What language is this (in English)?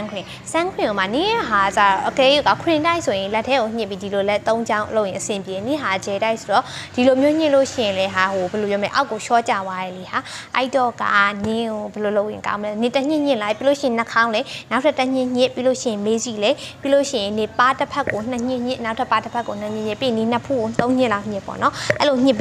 Burmese